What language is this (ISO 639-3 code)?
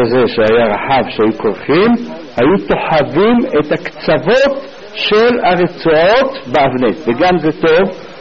heb